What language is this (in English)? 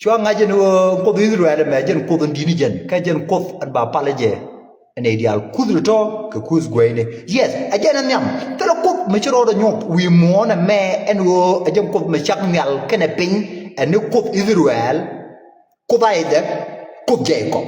Nuer